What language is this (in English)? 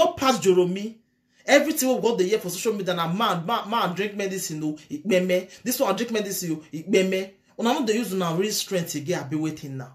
Nigerian Pidgin